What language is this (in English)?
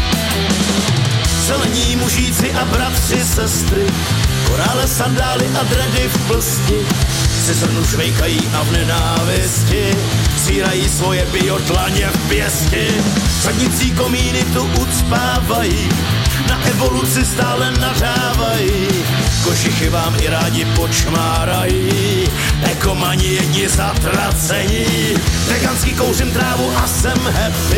Czech